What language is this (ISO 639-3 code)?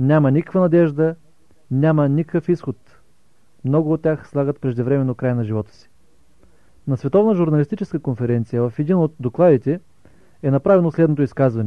bul